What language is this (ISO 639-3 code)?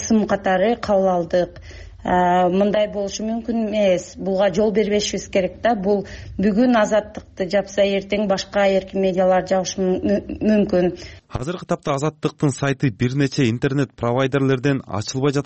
kir